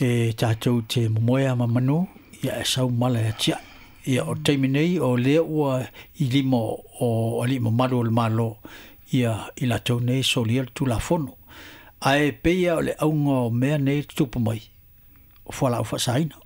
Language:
Samoan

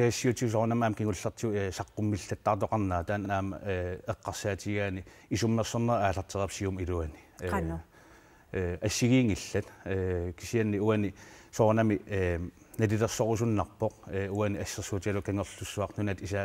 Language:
Kalaallisut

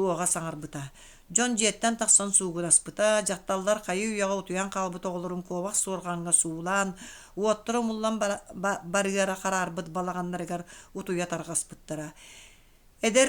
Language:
Yakut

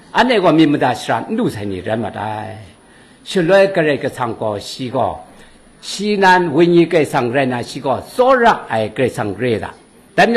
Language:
Kachin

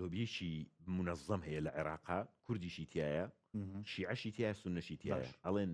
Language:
Central Kurdish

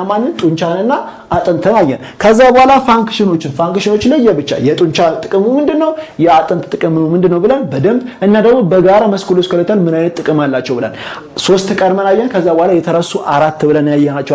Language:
Amharic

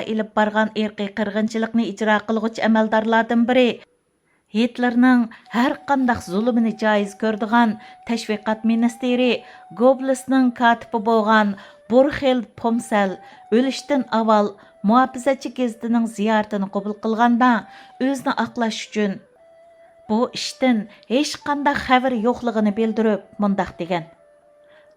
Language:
Uyghur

